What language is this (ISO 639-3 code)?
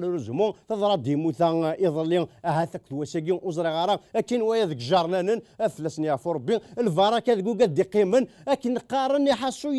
kab